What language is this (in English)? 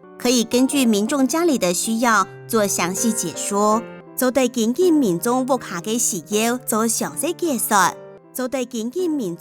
Hakka Chinese